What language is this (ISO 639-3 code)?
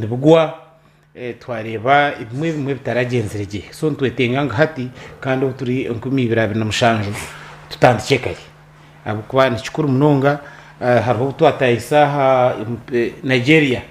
nyn